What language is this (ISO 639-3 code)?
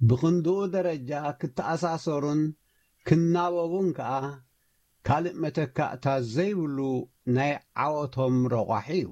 tir